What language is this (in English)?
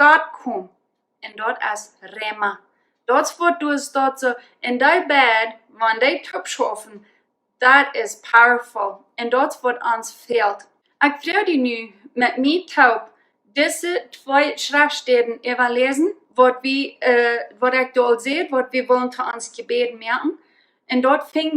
Plautdietsch